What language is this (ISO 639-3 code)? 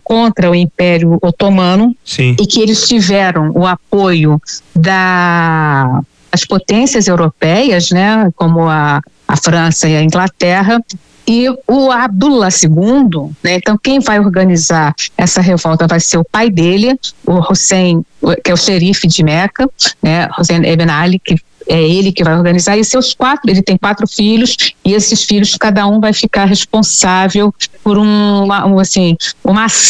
por